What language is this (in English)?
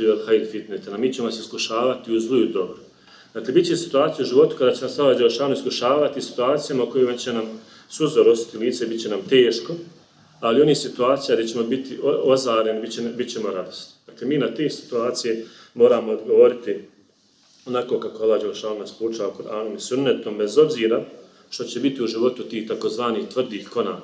Bosnian